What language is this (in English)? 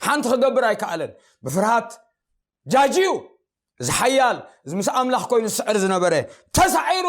Tigrinya